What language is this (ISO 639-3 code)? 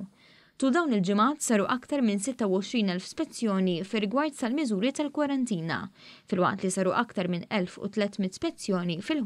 mlt